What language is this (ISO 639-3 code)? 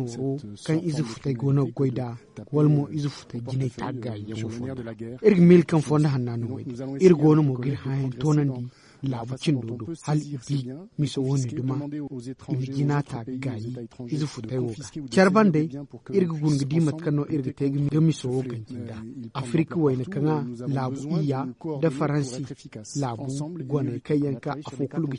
dje